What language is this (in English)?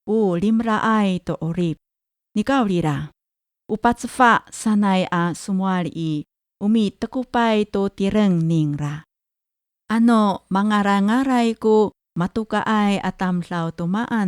Amis